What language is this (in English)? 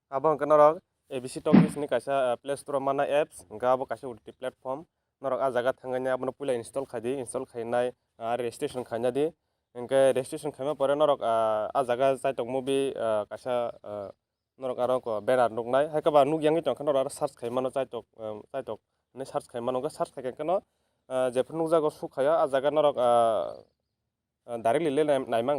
Kok Borok